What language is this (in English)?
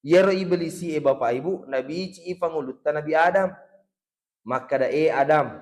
Buginese